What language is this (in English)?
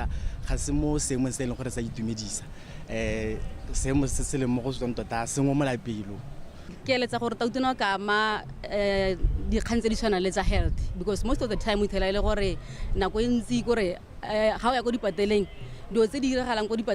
Tswana